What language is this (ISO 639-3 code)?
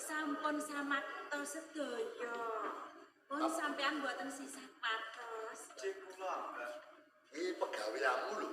jav